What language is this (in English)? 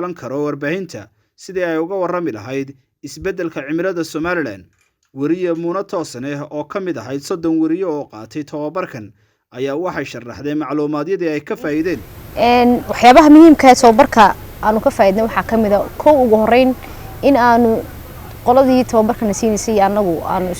Somali